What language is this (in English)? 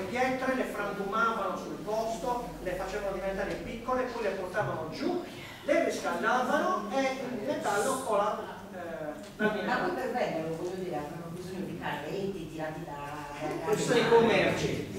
Italian